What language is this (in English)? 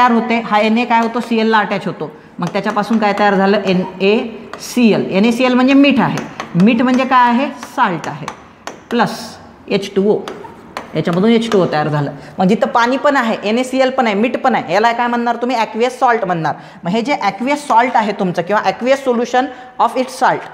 Marathi